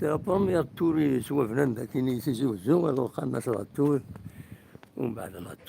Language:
Kabyle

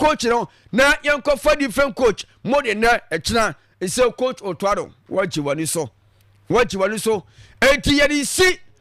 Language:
Akan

